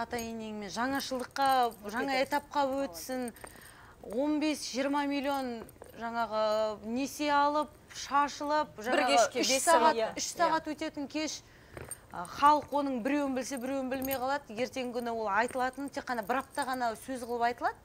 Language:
Kazakh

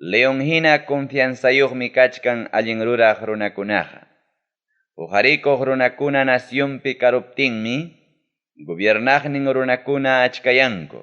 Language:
Ayacucho Quechua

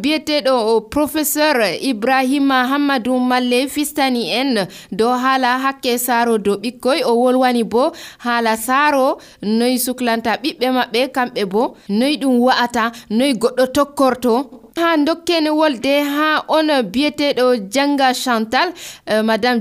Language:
Nigerian Fulfulde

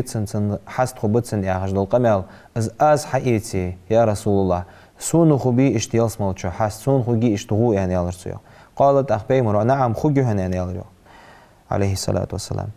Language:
Ingush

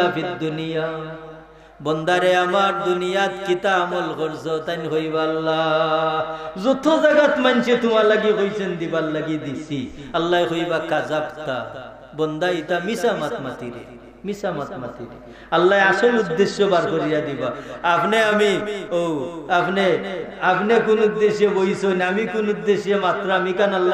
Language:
Sylheti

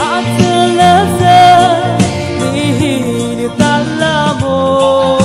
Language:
Poumei Naga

